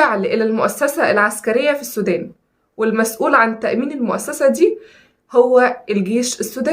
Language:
Egyptian Arabic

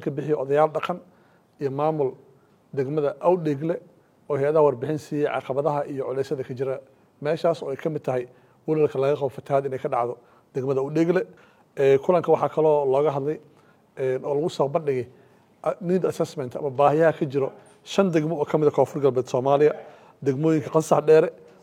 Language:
Somali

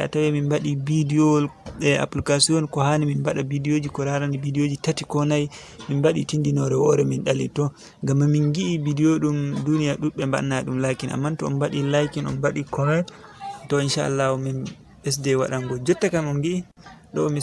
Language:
Fula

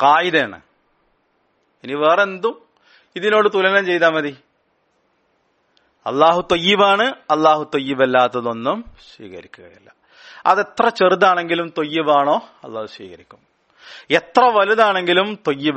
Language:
Malayalam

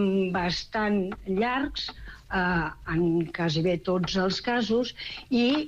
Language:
Catalan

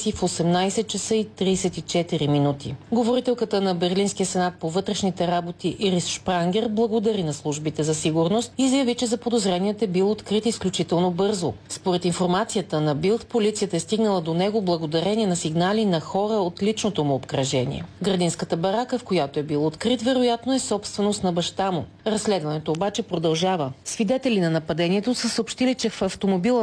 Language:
Bulgarian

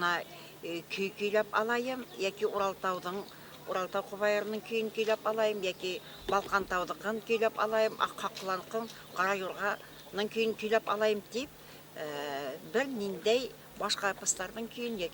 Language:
Bashkir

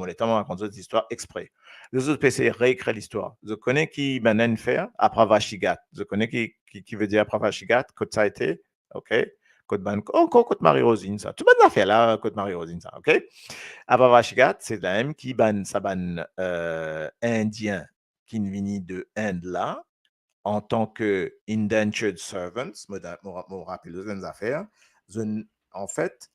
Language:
Morisyen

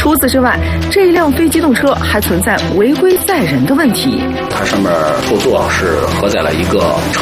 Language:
Chinese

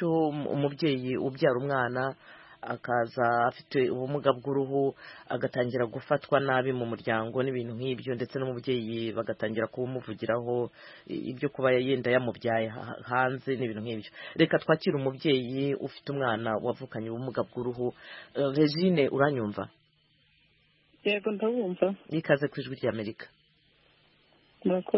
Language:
Kinyarwanda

